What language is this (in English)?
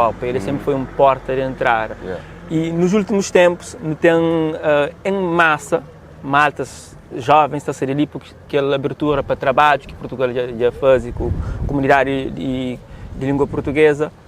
Kabuverdianu